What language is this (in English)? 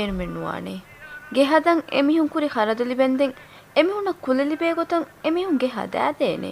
Divehi